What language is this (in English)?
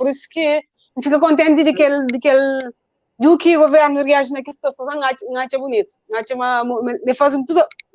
Kabuverdianu